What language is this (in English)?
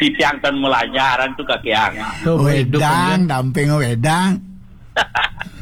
Balinese